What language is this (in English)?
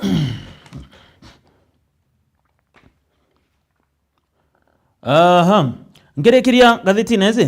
Meru